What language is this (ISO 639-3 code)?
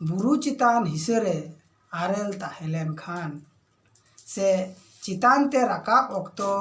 sat